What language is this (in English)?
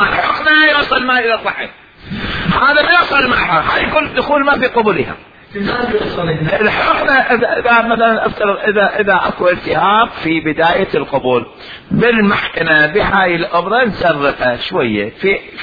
Mesopotamian Arabic